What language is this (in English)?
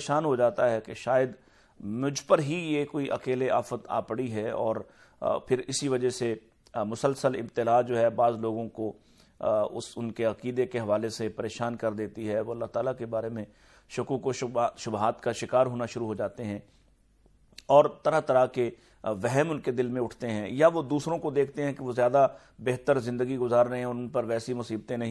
Urdu